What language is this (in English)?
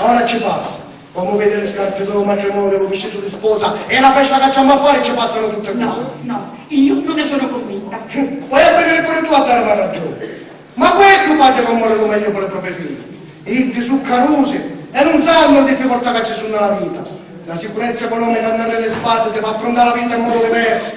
Sicilian